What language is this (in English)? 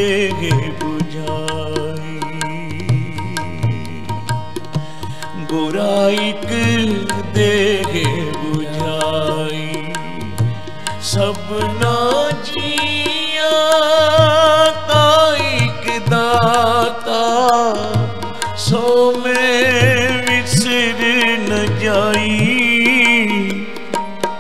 Punjabi